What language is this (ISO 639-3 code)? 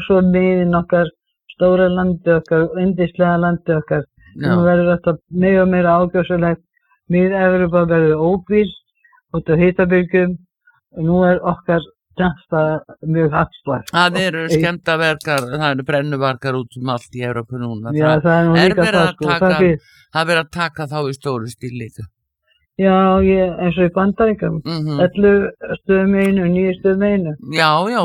isl